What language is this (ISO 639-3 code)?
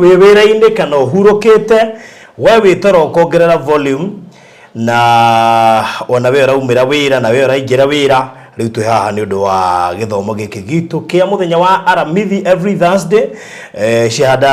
kik